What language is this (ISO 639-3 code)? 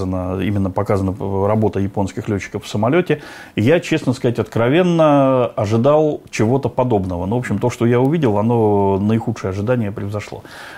rus